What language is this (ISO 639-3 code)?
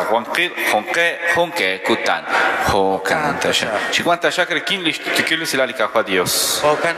kek